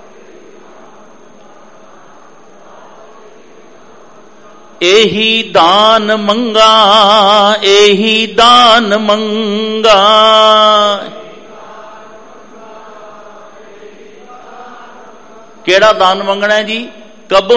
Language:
Punjabi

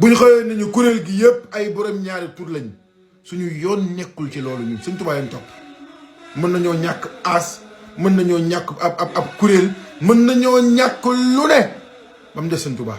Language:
Wolof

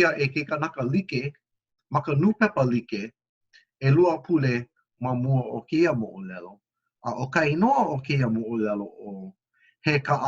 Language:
Hawaiian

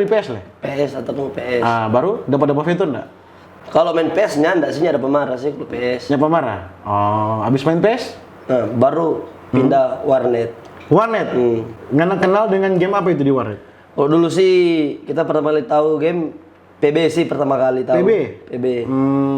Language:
Manado Malay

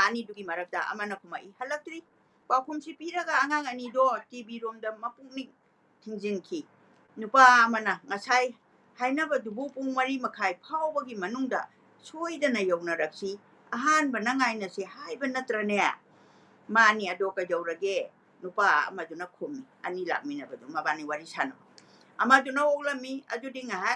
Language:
Manipuri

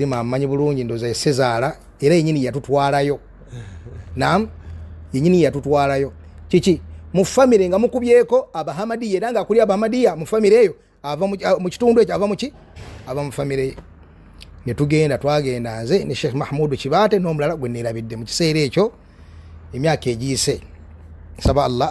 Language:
Ganda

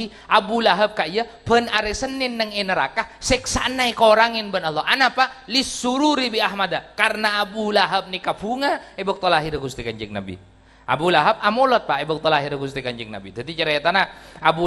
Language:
Madurese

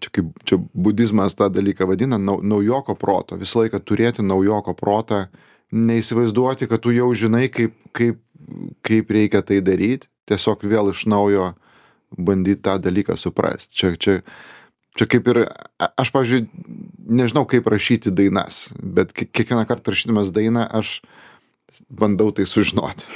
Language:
Lithuanian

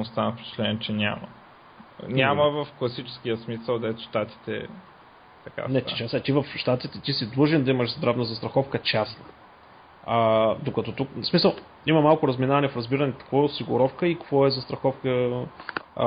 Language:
Bulgarian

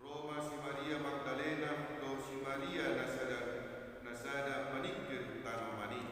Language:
Batak Toba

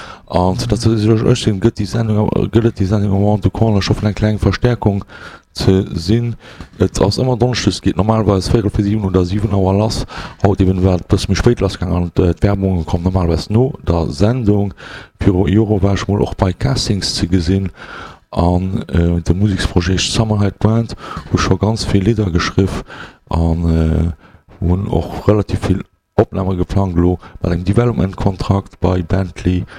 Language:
Luxembourgish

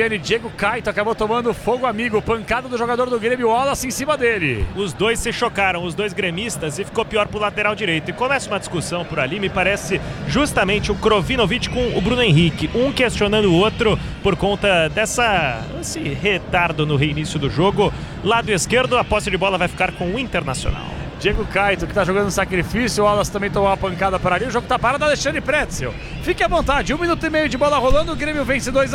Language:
Portuguese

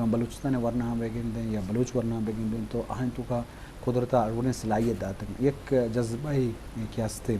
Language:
Eastern Balochi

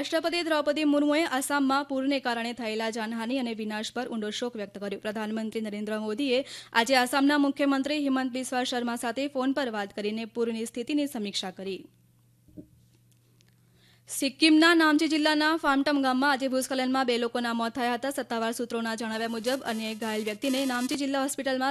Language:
Gujarati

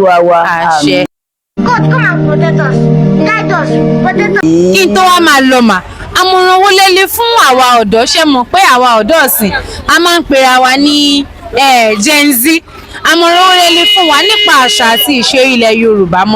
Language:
Yoruba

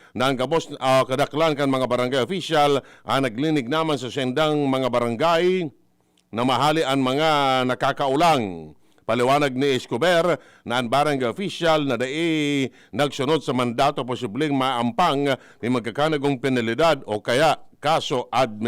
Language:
Bikol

